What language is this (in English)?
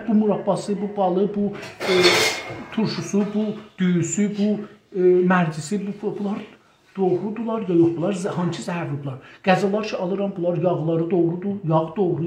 South Azerbaijani